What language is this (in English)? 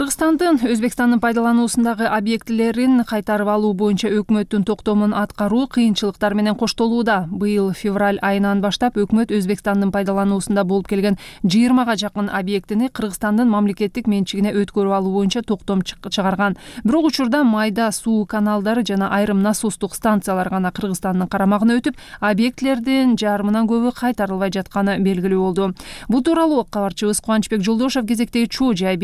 Kyrgyz